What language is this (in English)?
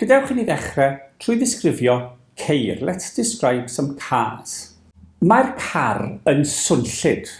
Welsh